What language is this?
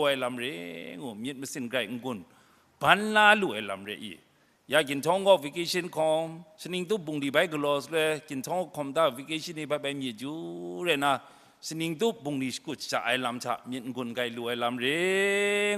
Kachin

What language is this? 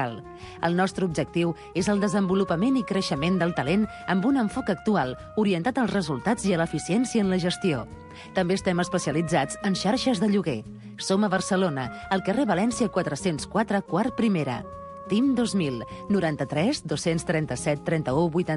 Catalan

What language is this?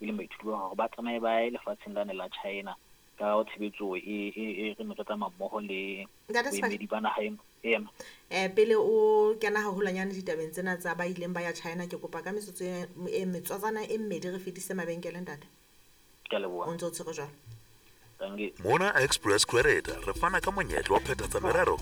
Southern Sotho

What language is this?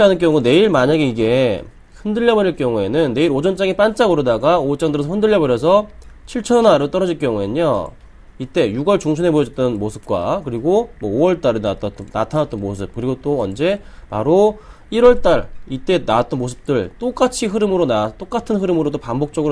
Korean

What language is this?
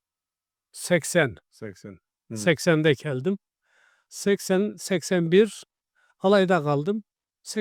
Karachay-Balkar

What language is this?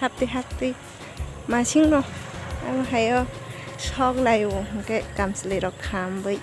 Kok Borok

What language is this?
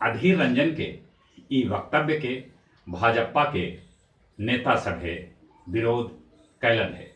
Magahi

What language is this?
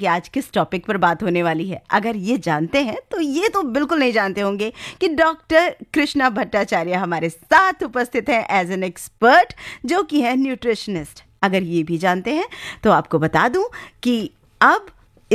Hindi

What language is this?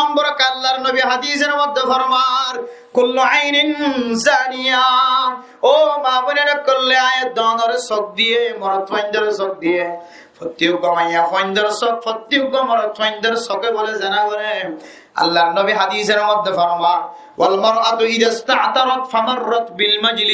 Rohingya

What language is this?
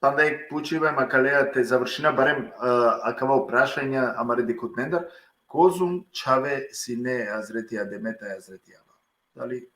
Balkan Romani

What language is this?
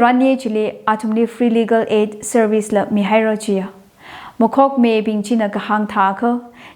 Tangkhul Naga (India)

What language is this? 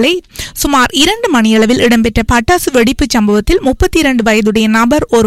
Tamil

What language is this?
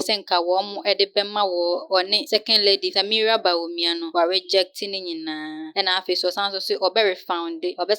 Akan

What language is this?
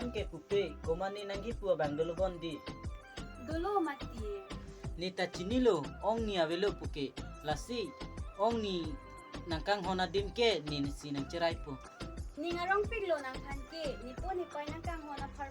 Karbi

